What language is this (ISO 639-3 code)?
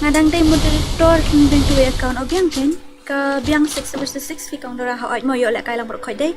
kha